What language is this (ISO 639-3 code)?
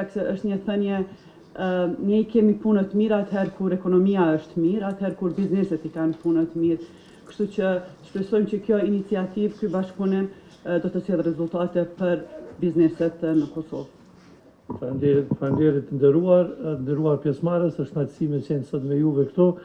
sqi